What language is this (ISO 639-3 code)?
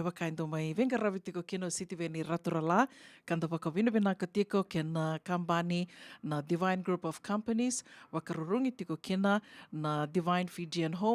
fij